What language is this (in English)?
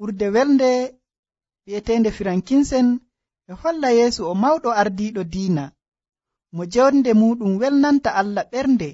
Nigerian Fulfulde